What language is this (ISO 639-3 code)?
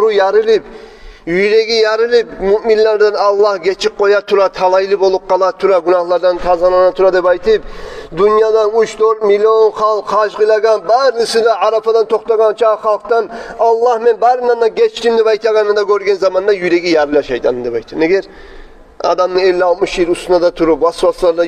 kum